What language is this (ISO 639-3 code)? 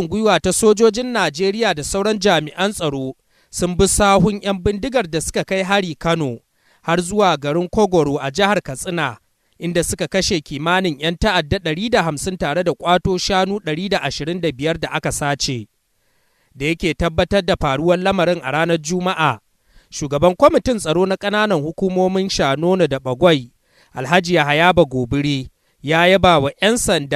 hau